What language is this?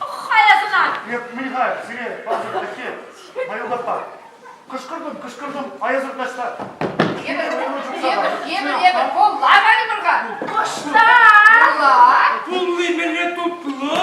Chuvash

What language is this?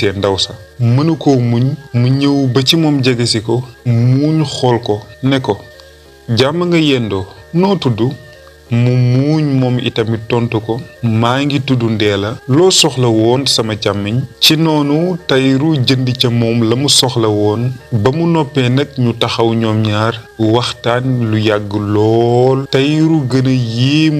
Wolof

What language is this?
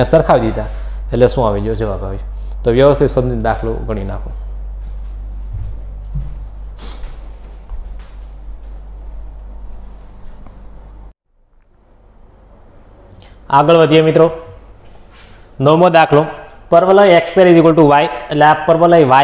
Gujarati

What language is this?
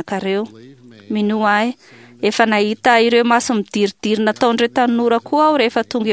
Malagasy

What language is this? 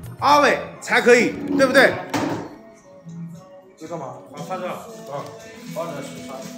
Chinese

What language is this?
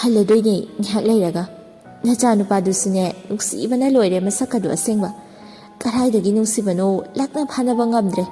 Manipuri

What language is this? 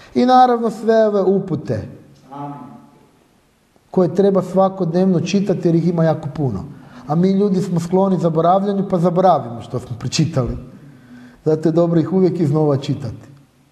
Croatian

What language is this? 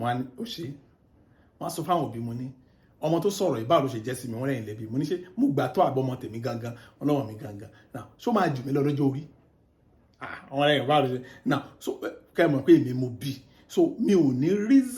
Yoruba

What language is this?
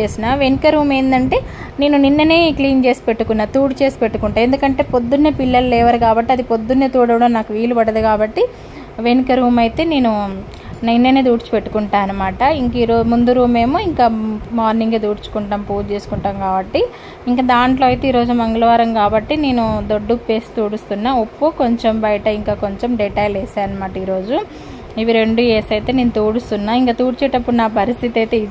Telugu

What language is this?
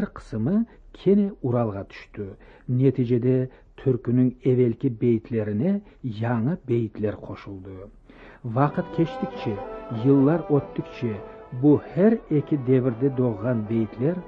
Crimean Tatar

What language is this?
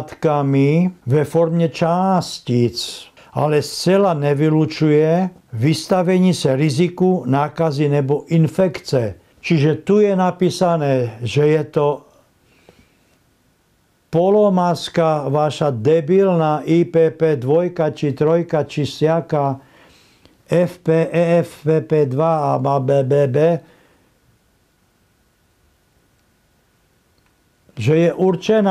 Slovak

